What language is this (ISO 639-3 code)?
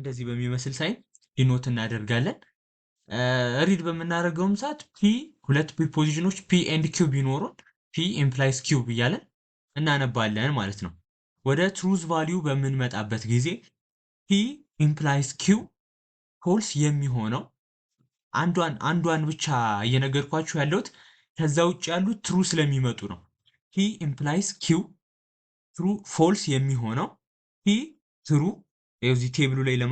amh